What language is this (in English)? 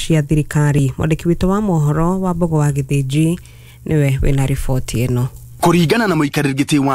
Kikuyu